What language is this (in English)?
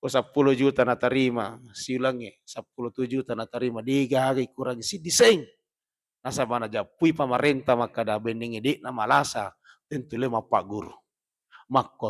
Buginese